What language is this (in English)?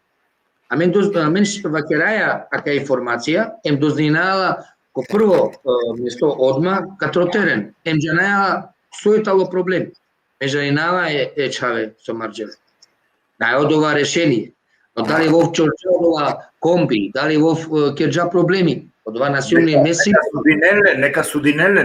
Balkan Romani